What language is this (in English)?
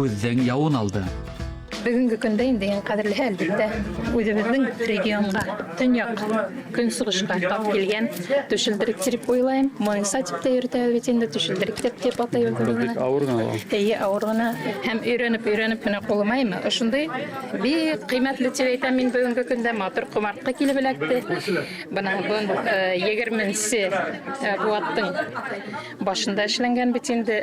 Bashkir